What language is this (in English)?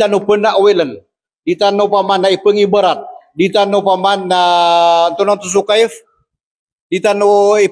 Maranao